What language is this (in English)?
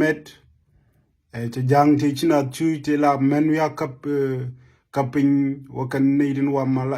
Nuer